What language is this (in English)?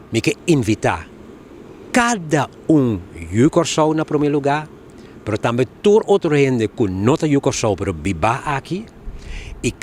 Papiamento